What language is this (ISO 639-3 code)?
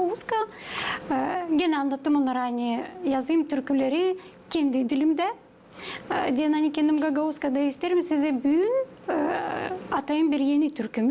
gag